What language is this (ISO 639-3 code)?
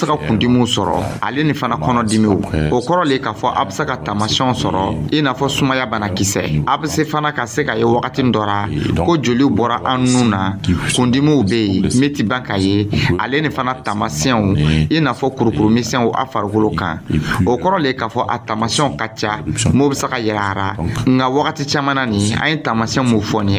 dyu